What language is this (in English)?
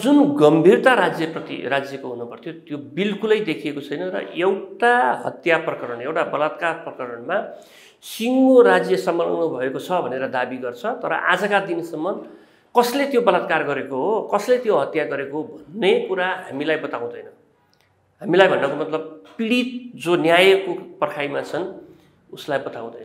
Nepali